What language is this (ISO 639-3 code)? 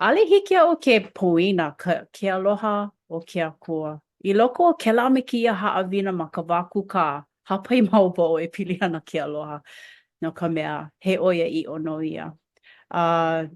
haw